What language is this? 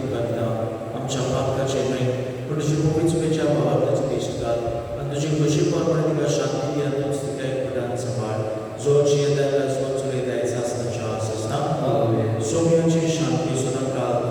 Konkani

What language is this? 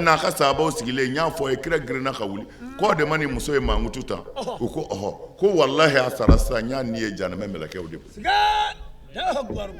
Bambara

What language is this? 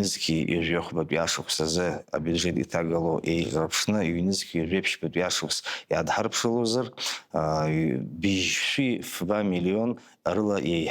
Abkhazian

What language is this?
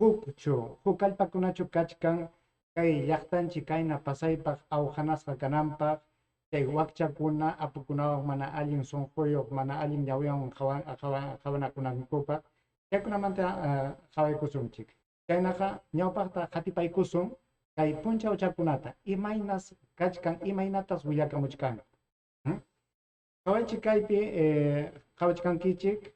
Ayacucho Quechua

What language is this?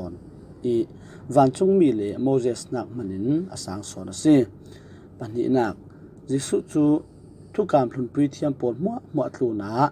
Falam Chin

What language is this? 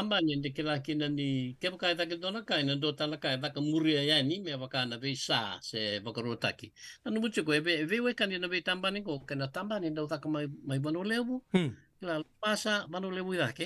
Fijian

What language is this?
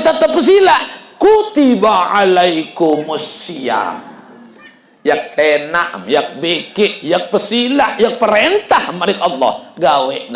Sasak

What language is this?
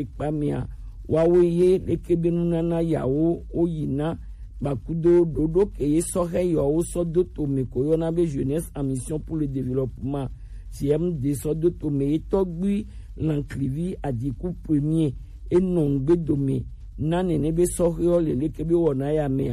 Gen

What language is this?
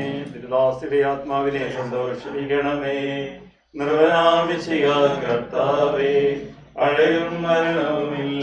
Malayalam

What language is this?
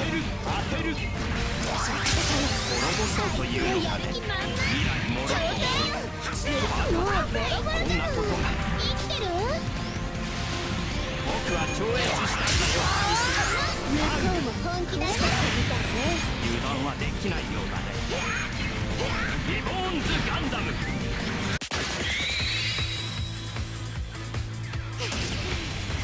Japanese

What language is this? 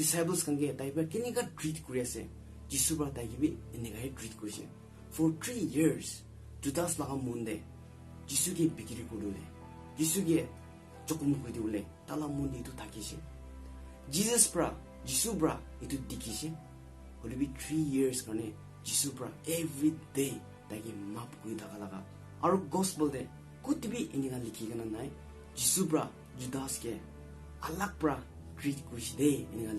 Naga Pidgin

